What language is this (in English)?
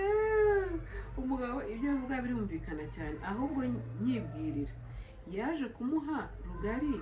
Kinyarwanda